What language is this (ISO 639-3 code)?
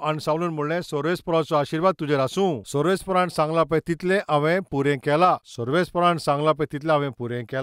kok